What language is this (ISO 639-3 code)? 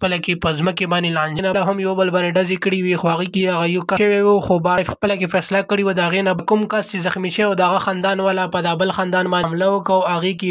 pus